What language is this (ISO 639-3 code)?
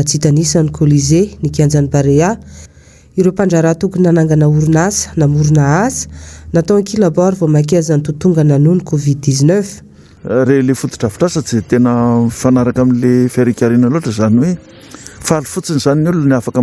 mlg